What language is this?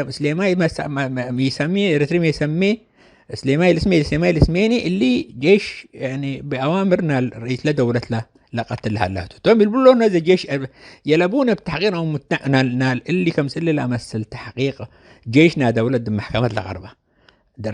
Tigre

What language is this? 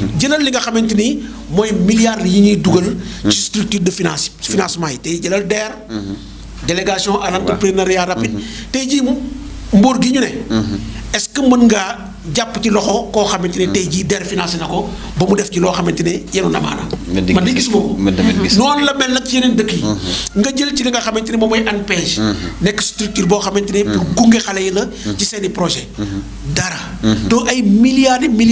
Wolof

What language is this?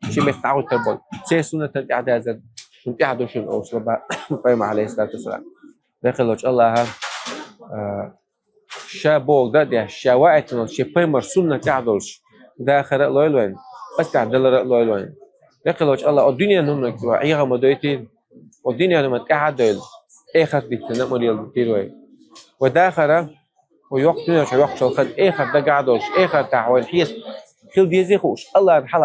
Chechen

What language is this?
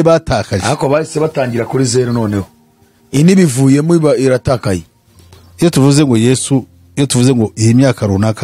Kinyarwanda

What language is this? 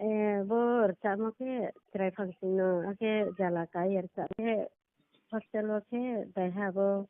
Riang (India)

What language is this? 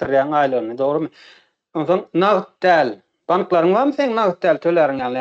Turkmen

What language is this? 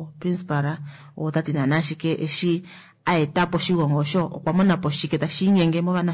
Kuanyama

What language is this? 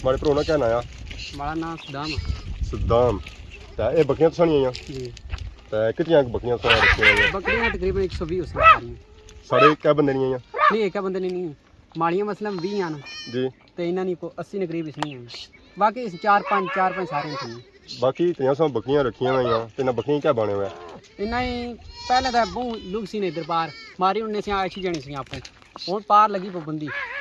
Pahari-Potwari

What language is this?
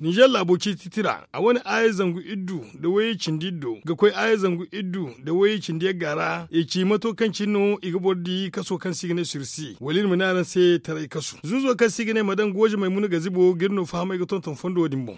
Zarma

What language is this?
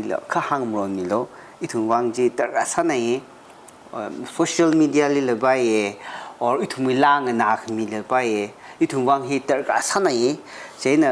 Tangkhul Naga (India)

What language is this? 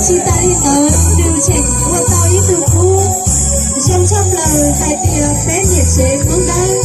Hmong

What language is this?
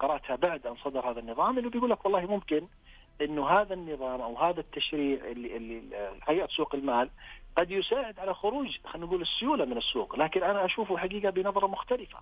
Najdi Arabic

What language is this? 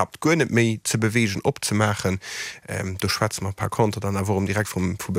Luxembourgish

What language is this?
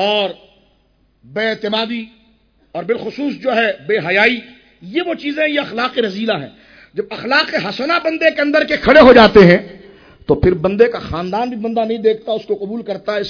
Urdu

